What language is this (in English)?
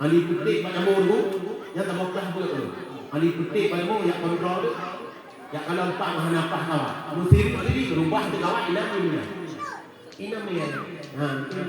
Achinese